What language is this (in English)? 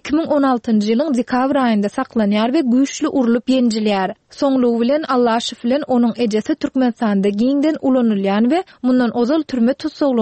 Turkmen